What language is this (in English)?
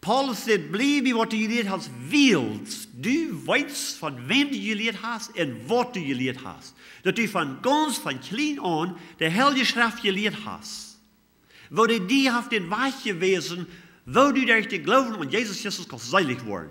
Plautdietsch